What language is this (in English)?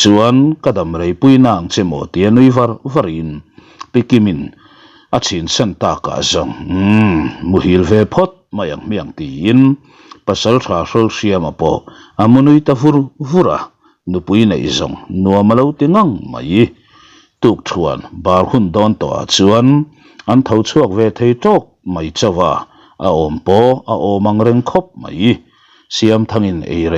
Mizo